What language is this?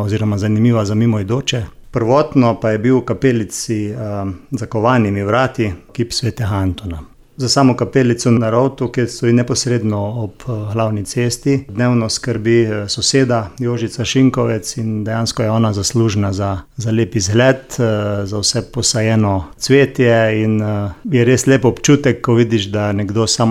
Slovenian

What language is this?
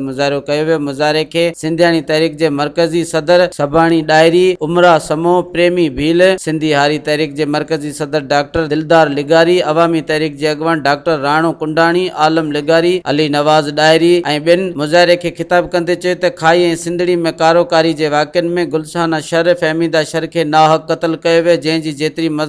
Sindhi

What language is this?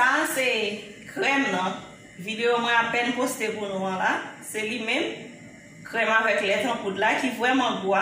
Haitian Creole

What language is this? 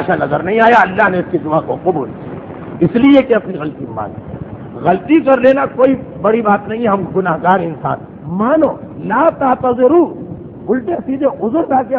Urdu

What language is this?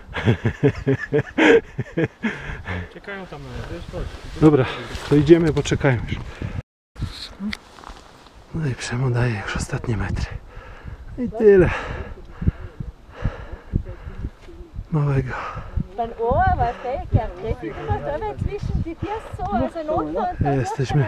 Polish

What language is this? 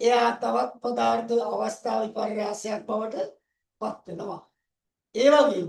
Sinhala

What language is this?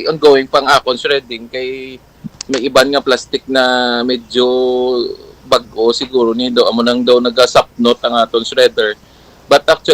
Hiligaynon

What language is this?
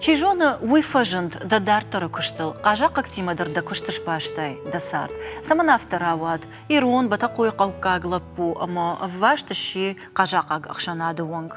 Ossetic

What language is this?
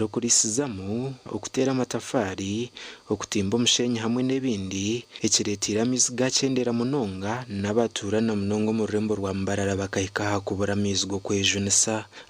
Nyankole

